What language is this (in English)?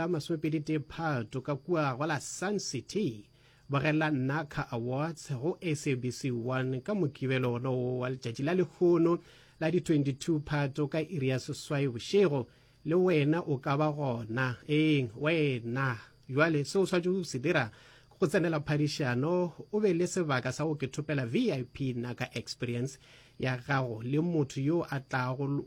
Northern Sotho